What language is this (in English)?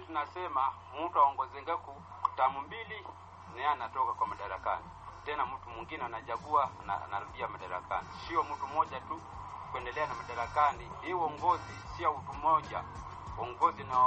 Swahili